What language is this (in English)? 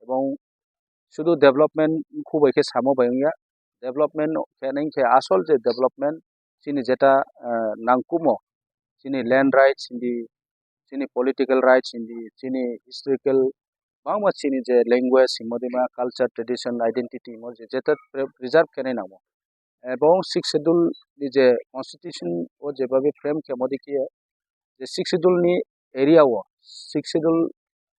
Kok Borok